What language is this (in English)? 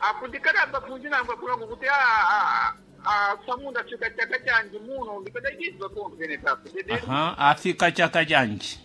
Sena